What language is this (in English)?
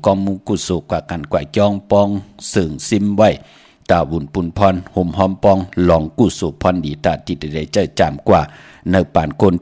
Shan